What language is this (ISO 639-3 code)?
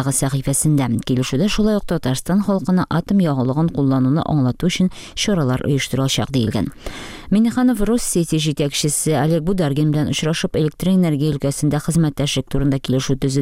tat